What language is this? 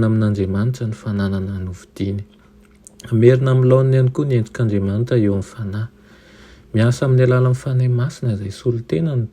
Malagasy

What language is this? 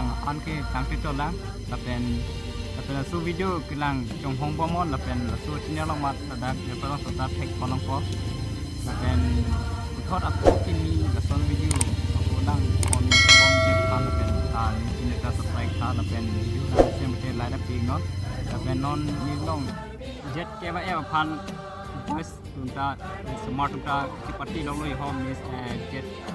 Karbi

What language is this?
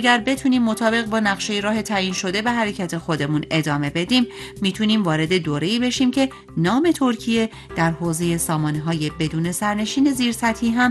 Persian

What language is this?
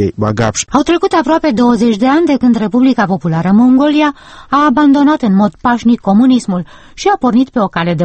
Romanian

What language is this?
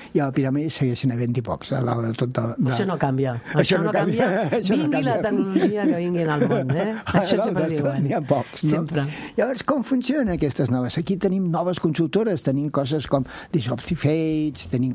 Catalan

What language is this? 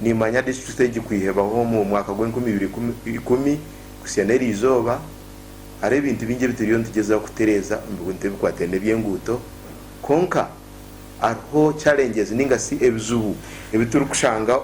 Nyankole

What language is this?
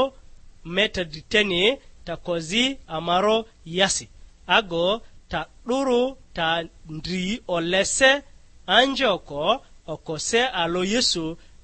Lugbara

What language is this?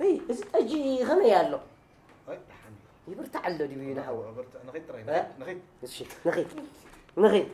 Tigrinya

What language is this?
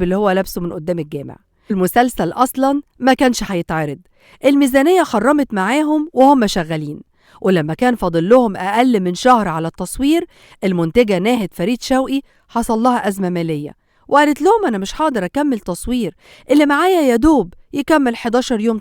Egyptian Arabic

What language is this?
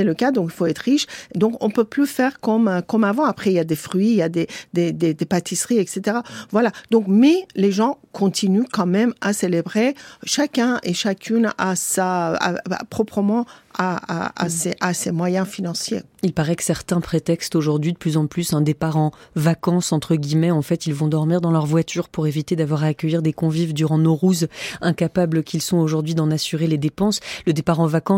French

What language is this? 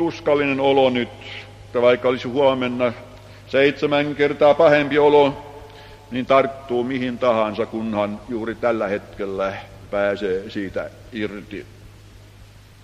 Finnish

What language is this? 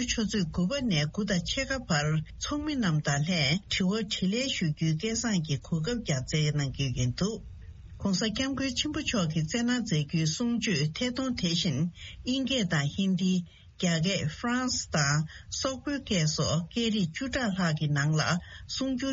Tibetan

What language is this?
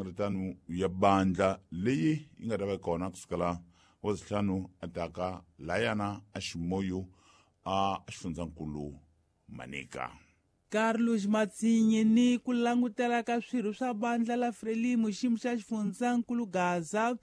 Tsonga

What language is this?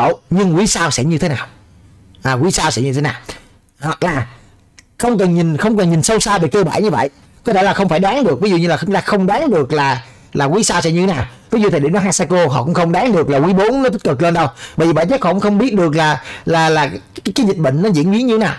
Vietnamese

